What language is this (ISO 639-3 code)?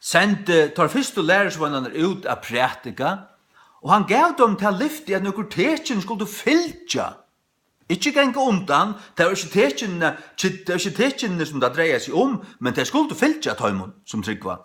fao